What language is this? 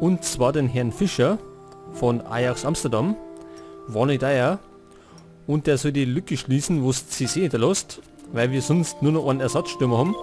Bavarian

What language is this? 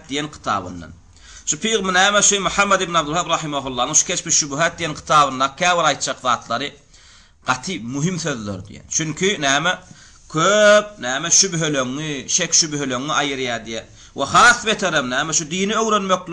Turkmen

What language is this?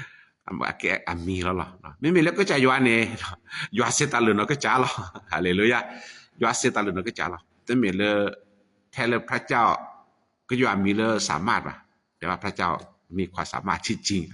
S'gaw Karen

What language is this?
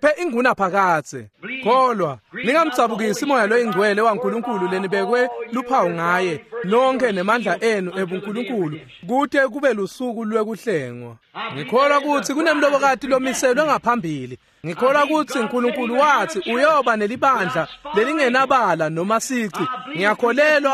Swati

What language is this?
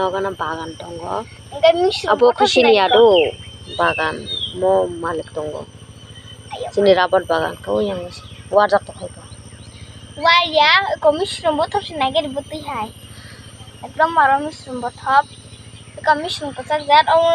Kok Borok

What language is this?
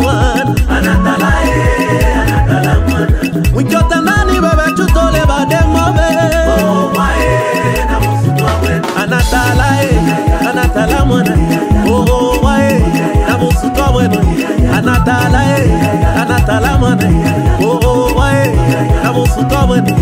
Swahili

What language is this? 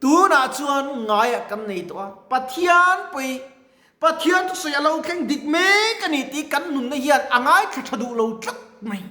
Mizo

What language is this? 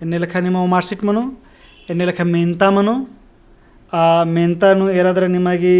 Kurukh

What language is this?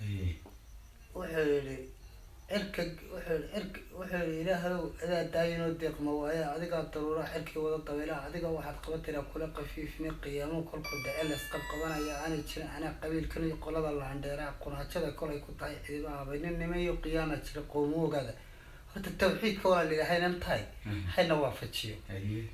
Somali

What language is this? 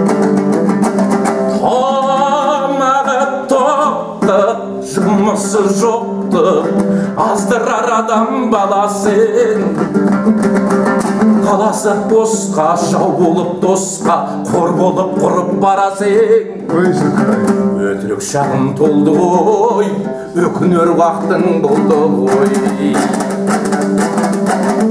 Kazakh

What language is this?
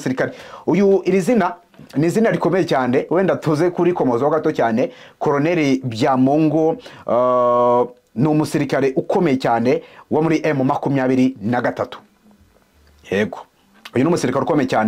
Kinyarwanda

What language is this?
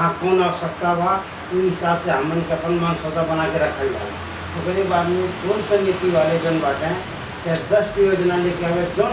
Bhojpuri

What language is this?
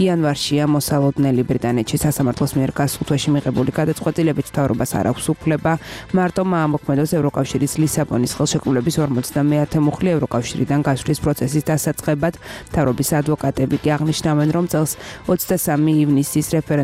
Georgian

